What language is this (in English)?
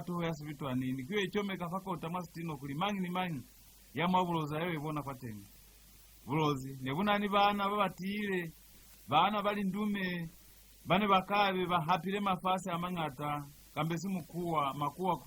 Lozi